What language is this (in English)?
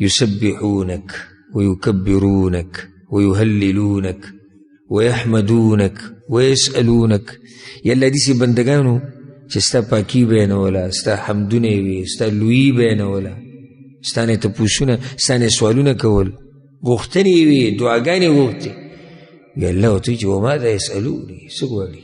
Pashto